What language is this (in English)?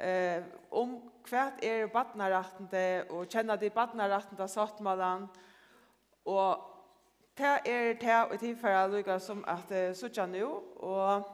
Faroese